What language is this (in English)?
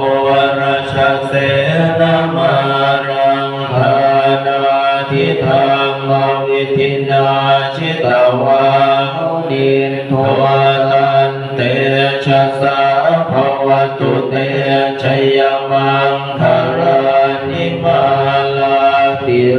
Pali